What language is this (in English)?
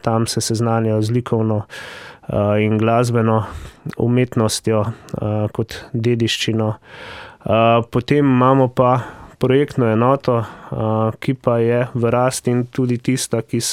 Slovenian